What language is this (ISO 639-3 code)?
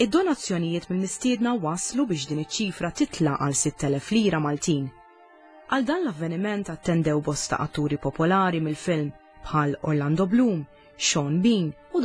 mlt